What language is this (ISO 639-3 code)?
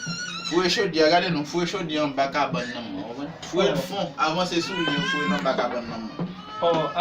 hat